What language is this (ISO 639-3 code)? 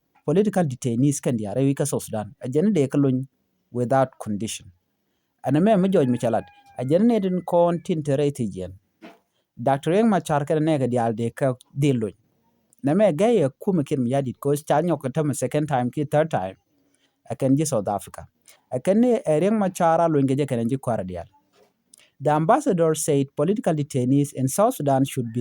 nus